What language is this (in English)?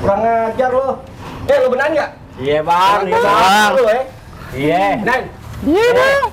Betawi